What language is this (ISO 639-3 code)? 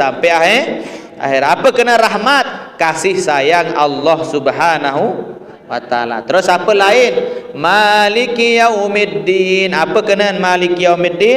sas